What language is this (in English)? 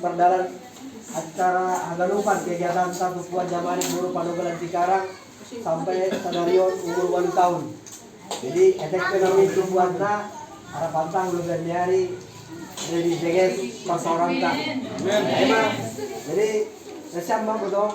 Batak Simalungun